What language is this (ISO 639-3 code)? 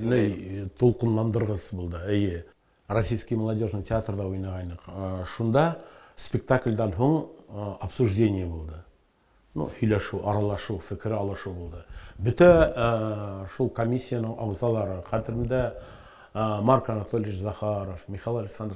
bak